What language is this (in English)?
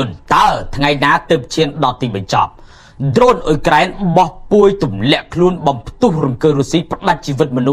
Khmer